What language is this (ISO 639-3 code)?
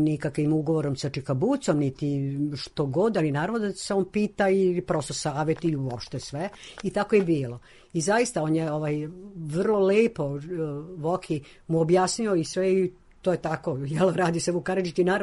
srp